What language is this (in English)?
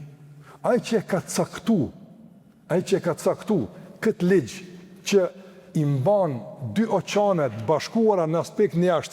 Albanian